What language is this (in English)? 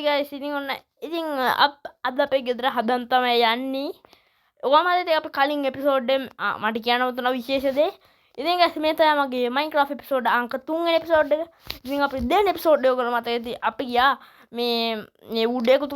Sinhala